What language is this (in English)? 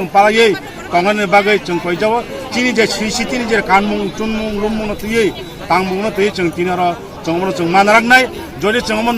Kok Borok